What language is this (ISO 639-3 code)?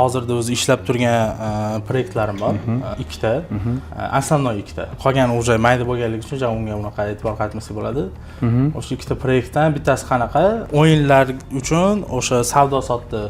uzb